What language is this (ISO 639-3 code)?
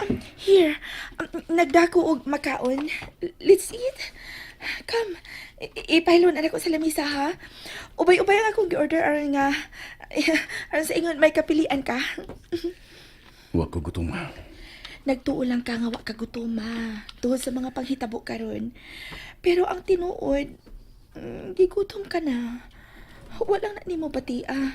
ceb